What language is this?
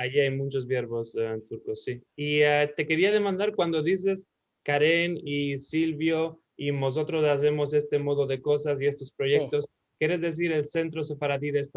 Ladino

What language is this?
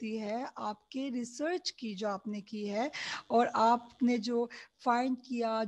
Urdu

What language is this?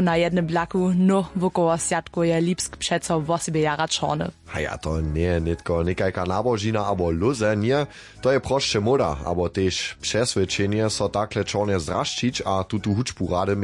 Upper Sorbian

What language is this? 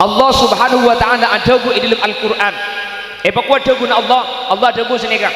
Madurese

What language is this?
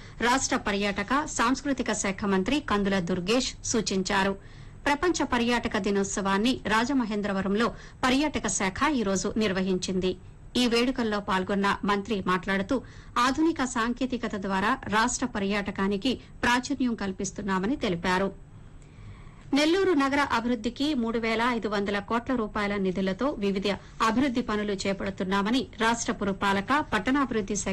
Telugu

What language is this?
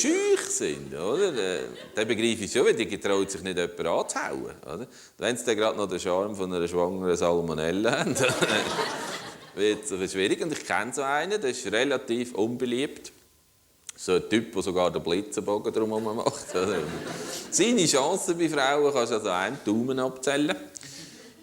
Swiss German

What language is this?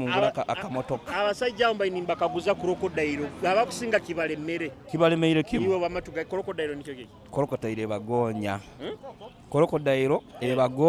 Nyoro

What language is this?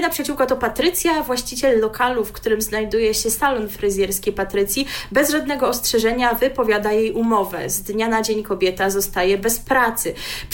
Polish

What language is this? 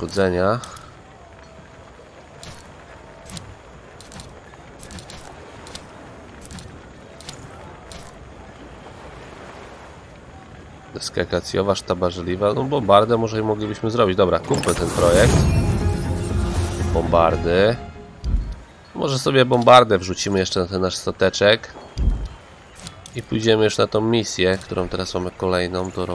Polish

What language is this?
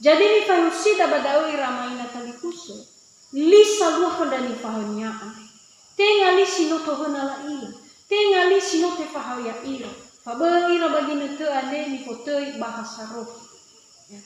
Nias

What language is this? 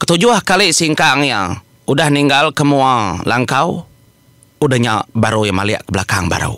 Iban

